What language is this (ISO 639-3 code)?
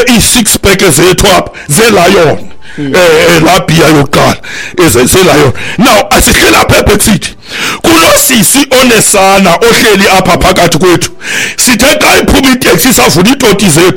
xho